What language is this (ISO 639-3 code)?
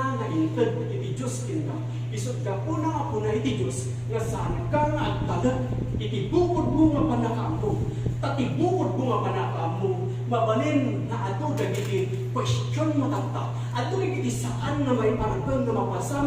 ilo